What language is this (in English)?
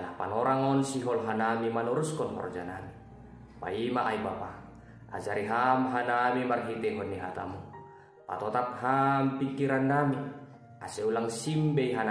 Batak Simalungun